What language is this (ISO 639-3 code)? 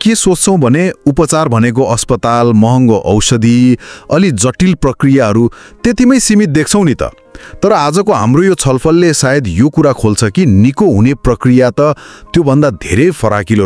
nep